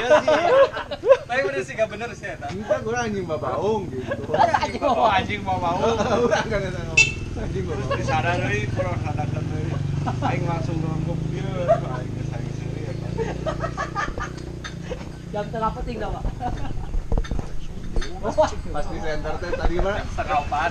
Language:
Sundanese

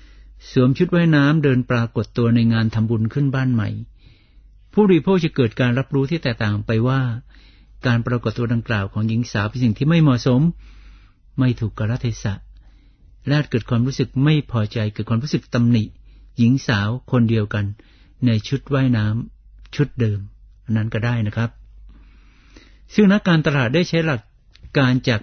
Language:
Thai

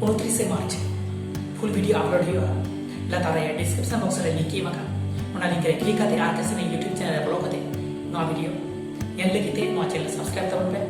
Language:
Santali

